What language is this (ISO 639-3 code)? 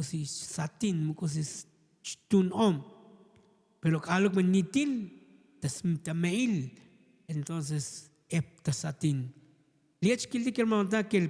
tzo